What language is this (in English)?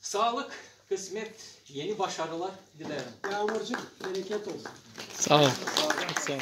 Gagauz